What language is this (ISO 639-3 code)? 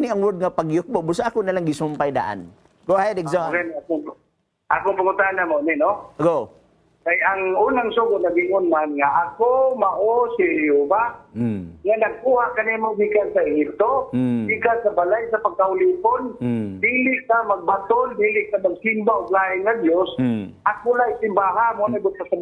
ceb